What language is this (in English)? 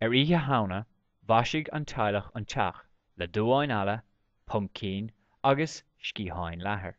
Irish